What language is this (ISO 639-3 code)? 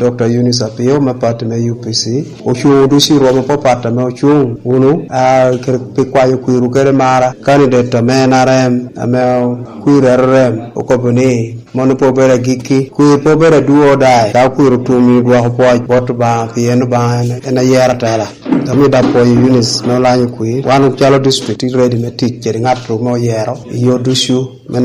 laj